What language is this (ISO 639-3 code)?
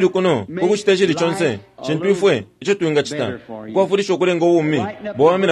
bem